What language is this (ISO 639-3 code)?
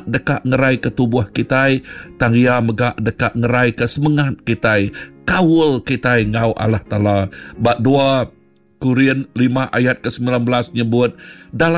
iba